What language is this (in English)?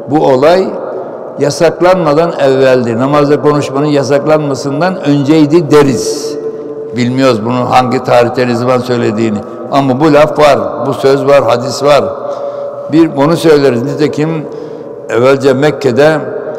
Turkish